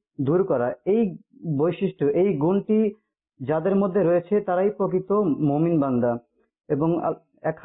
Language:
Bangla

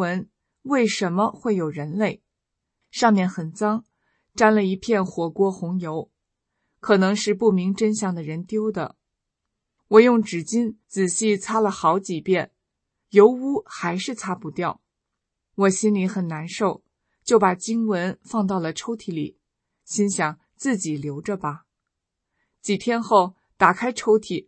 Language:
Chinese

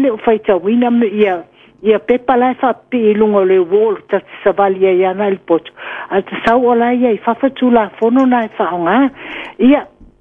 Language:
Samoan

